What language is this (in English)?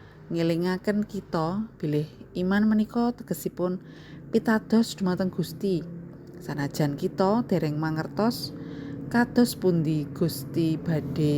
Javanese